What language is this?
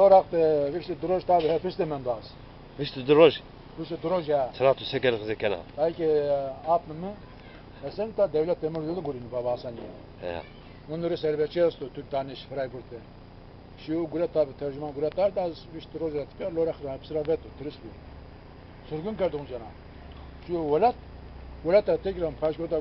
Zaza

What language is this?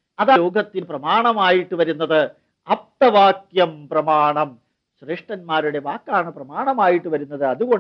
Malayalam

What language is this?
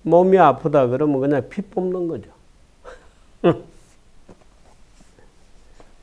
Korean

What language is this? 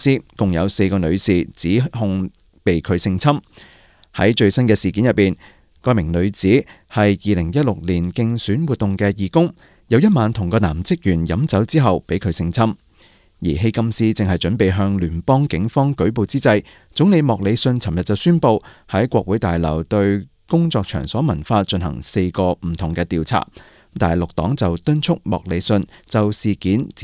Cantonese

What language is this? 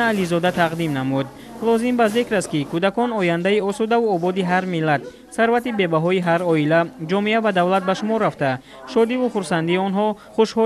Tajik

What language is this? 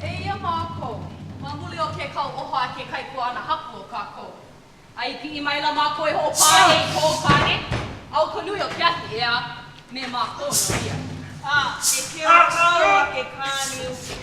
Hawaiian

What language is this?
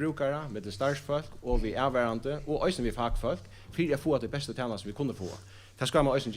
Faroese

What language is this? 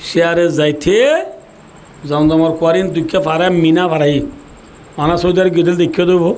Rohingya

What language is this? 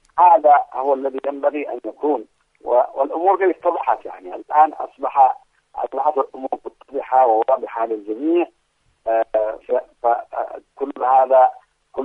Arabic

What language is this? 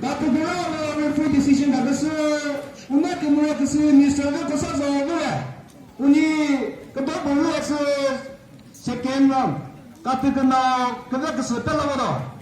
Chokri Naga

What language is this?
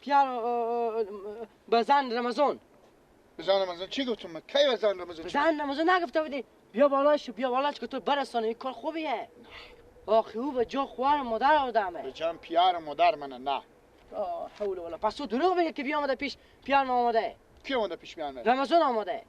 Persian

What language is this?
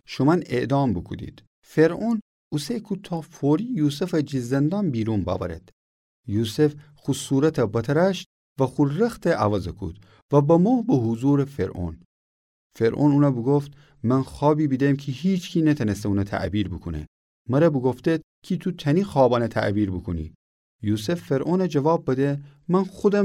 Gilaki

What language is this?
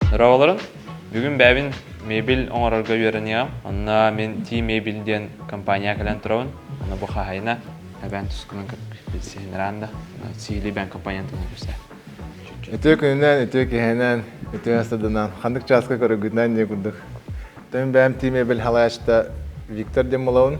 Yakut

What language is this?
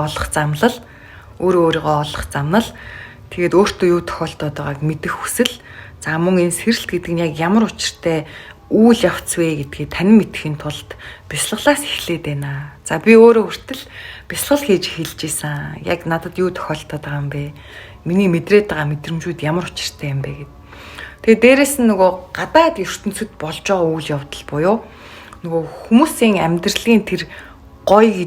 Mongolian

